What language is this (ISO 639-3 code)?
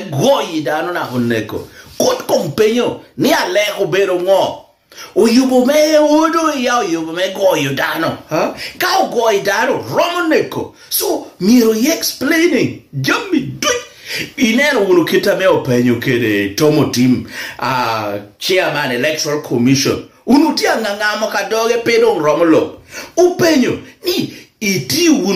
laj